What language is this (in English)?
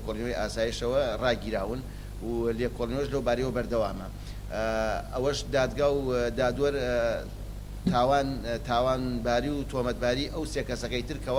Central Kurdish